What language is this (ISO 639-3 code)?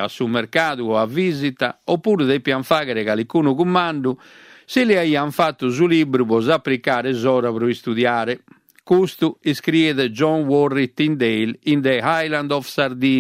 srd